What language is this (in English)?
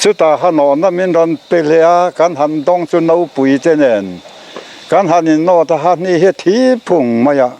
Mizo